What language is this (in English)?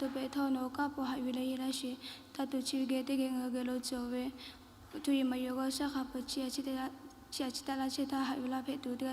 Lahu